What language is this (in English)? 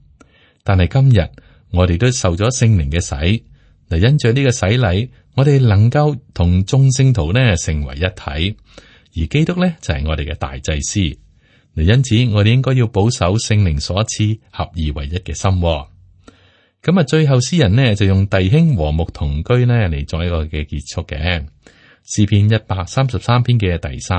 Cantonese